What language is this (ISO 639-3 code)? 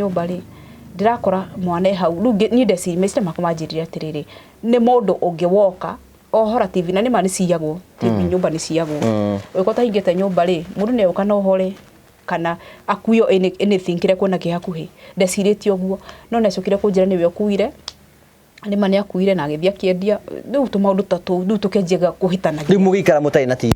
kik